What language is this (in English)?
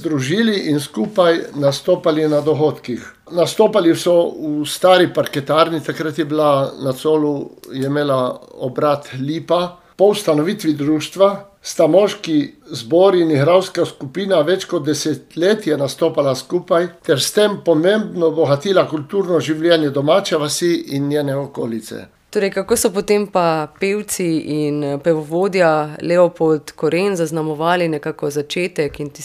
Slovenian